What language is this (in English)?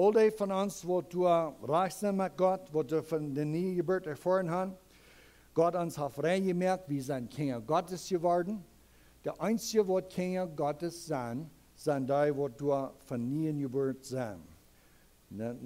Plautdietsch